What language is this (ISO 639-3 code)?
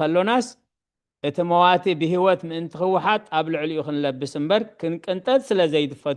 tir